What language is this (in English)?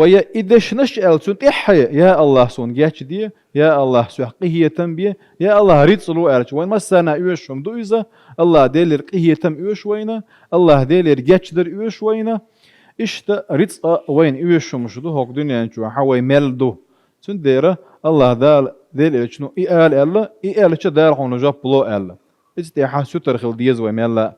Chechen